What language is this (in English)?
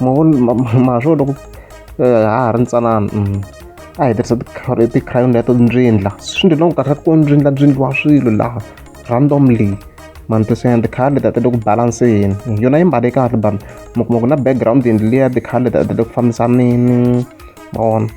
Tsonga